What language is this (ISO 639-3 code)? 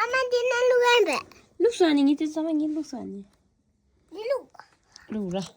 bod